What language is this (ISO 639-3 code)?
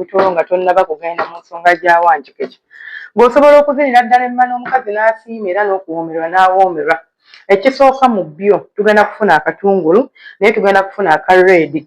lug